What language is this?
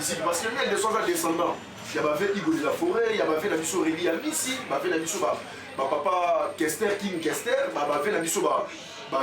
Lingala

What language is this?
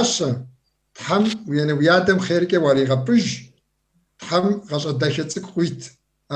Kabardian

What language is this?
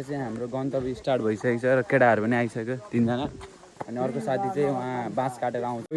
Nepali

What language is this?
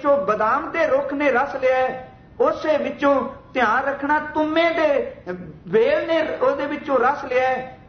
Punjabi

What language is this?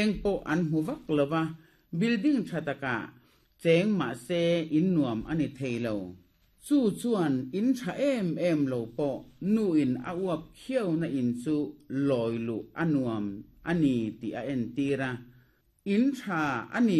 Mizo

